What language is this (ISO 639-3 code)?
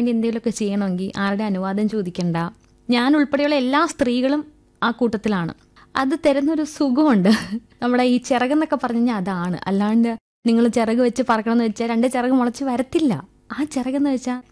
mal